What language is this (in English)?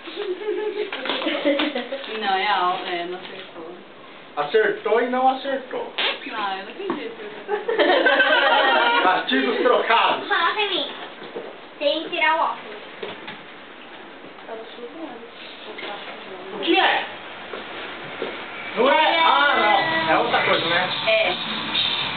Portuguese